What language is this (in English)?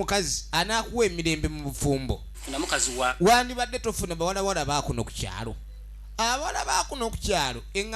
Soga